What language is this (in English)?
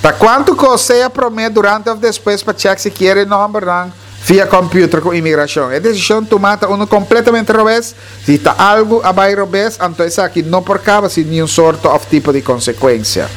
Papiamento